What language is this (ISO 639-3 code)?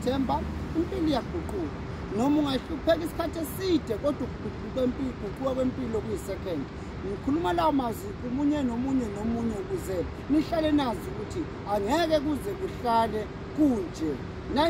zul